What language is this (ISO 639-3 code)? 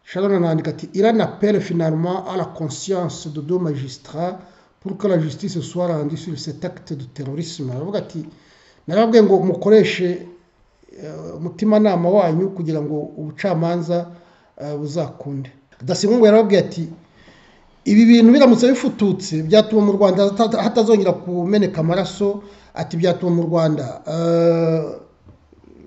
kin